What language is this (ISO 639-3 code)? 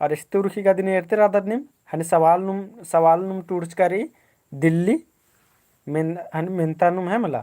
kru